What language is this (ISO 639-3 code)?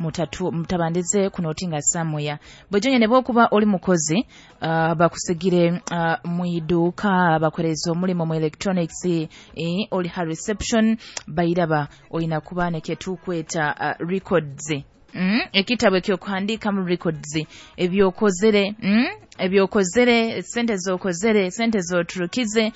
nyo